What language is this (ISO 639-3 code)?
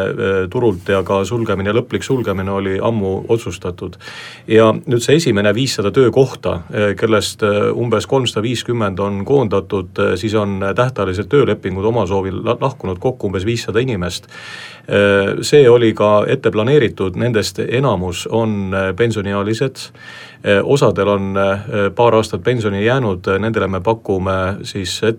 est